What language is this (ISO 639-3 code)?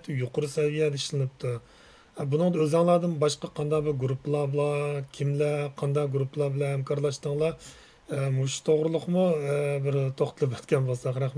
uig